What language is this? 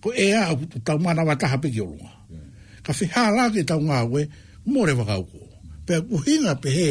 Tongan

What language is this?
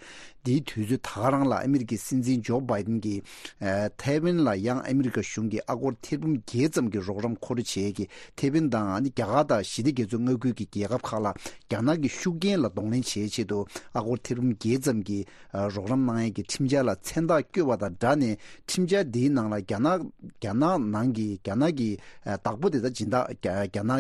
Tibetan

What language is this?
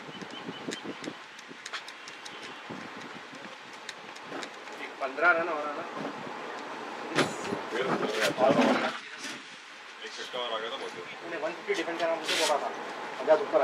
Hindi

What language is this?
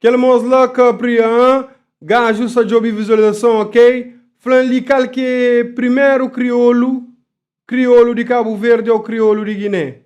Kabuverdianu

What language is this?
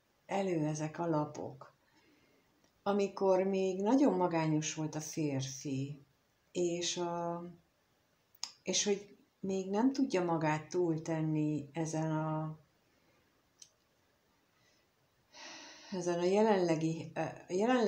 Hungarian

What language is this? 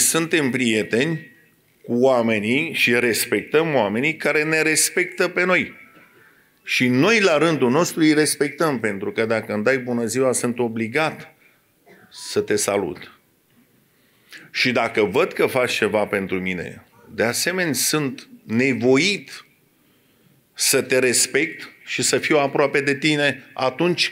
Romanian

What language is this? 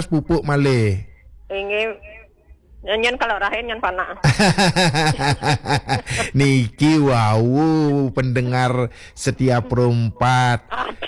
Balinese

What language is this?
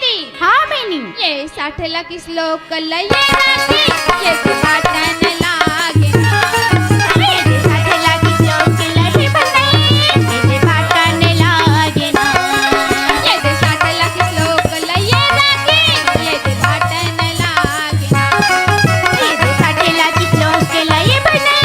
Chhattisgarhi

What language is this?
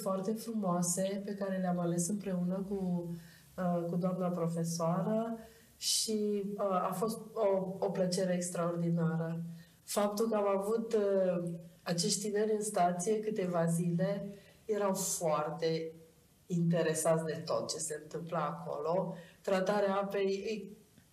Romanian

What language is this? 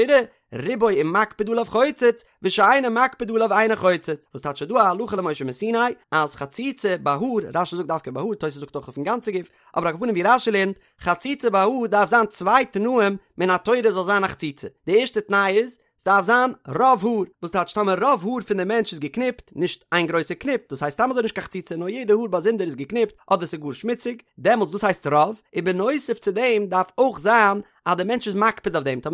Yiddish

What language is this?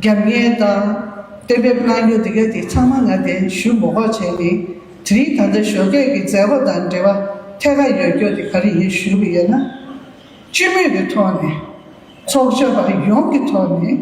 Tibetan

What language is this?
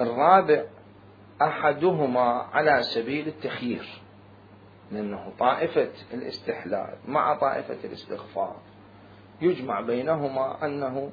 Mesopotamian Arabic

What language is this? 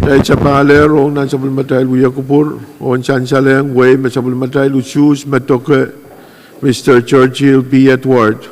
Pohnpeian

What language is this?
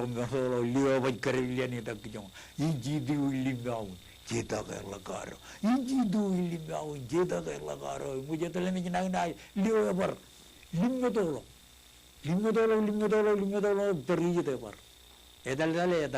Marshallese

